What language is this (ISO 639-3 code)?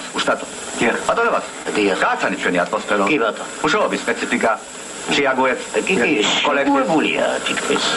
kat